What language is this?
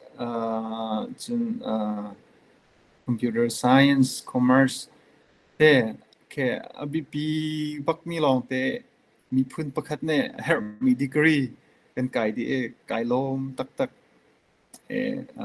Hakha Chin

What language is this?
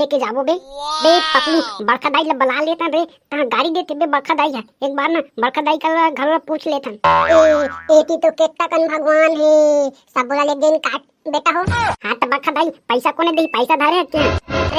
Chhattisgarhi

